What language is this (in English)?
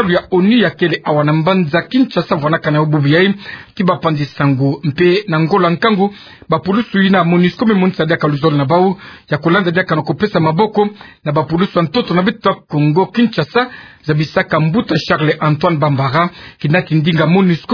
Kituba (Democratic Republic of Congo)